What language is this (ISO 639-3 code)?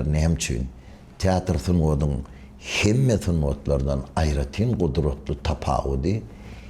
tuk